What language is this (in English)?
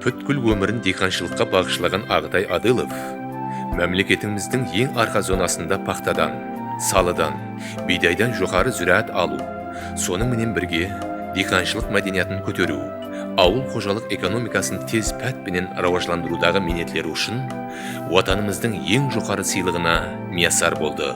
Kara-Kalpak